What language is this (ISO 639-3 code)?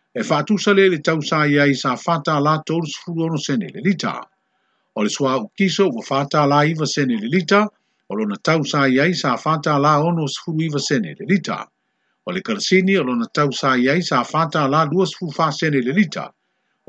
smo